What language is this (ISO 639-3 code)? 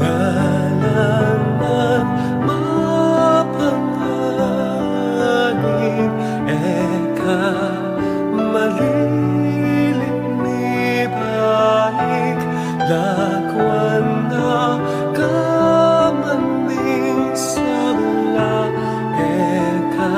pam